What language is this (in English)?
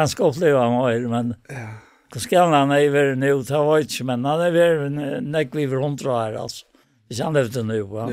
Faroese